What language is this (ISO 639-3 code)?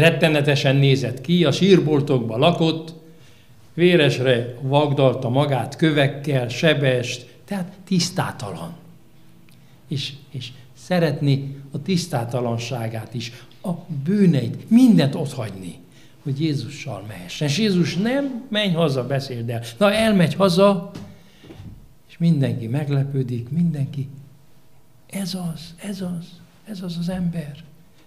hun